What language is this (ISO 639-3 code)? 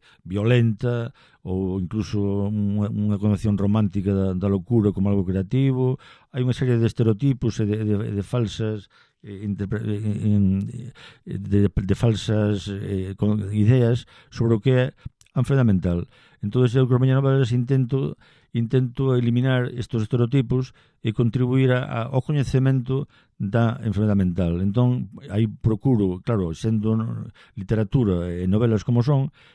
glg